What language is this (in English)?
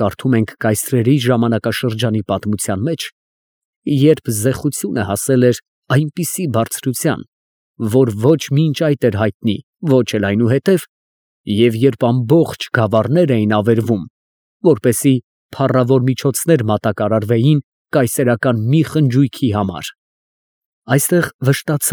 Armenian